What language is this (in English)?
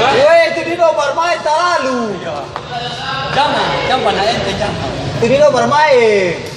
Ambonese Malay